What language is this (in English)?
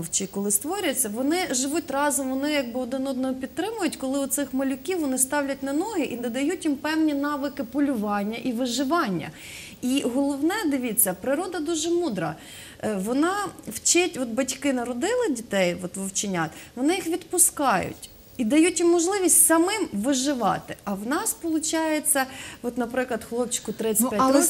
Ukrainian